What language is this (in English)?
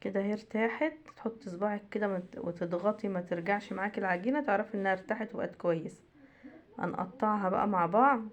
Egyptian Arabic